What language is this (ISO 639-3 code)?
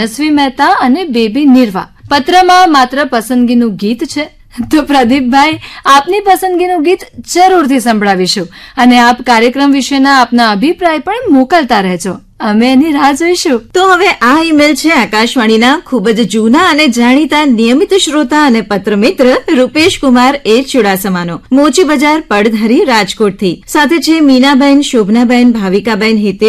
guj